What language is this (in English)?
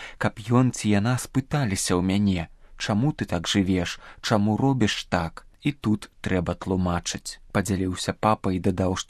Belarusian